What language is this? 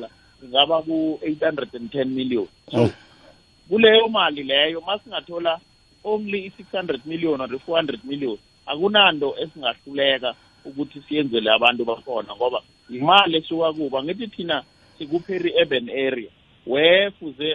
South Ndebele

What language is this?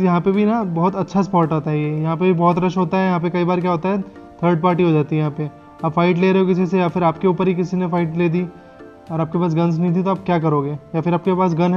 Hindi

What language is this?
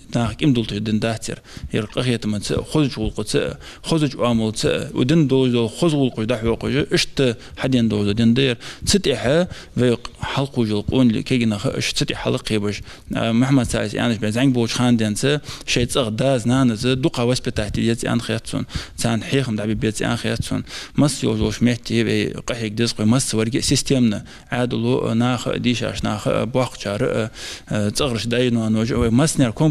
Ingush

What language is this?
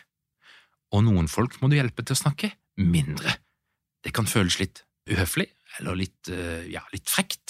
Norwegian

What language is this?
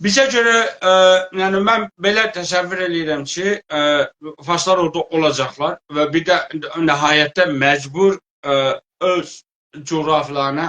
South Azerbaijani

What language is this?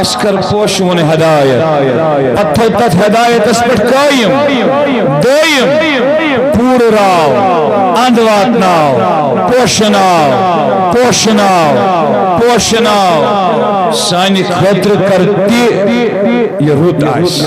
Kashmiri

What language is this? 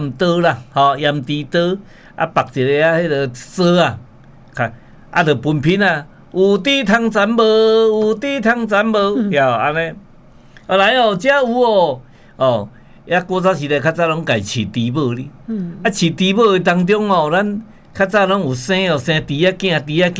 Min Nan Chinese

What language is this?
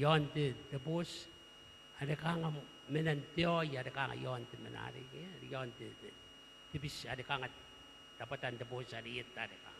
Gilbertese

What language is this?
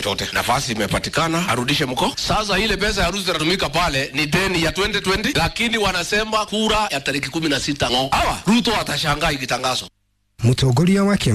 Kikuyu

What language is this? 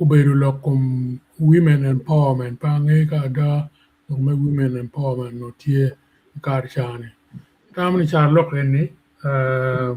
Acoli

